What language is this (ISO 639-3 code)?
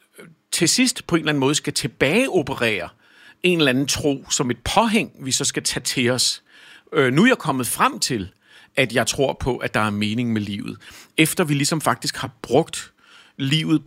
dan